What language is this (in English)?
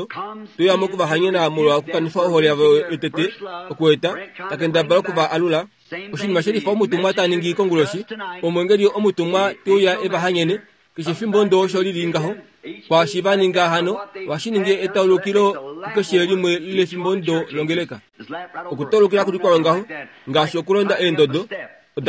Kuanyama